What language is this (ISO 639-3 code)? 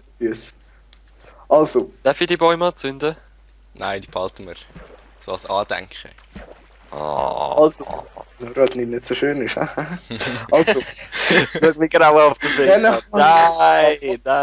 gsw